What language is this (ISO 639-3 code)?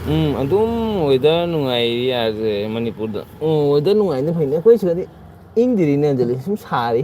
mni